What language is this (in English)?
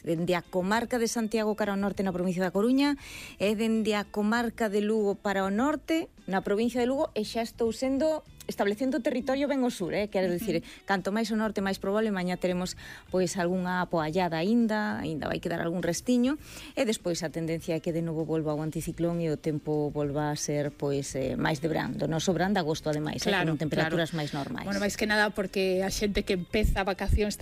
Galician